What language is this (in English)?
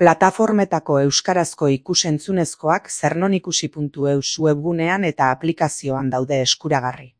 Basque